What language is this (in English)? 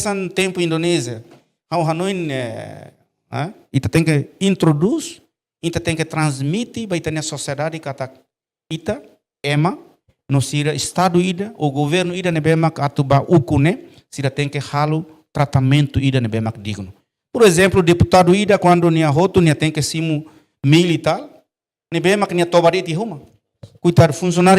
Tetum